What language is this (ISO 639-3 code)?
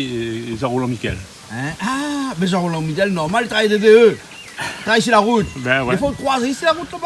rcf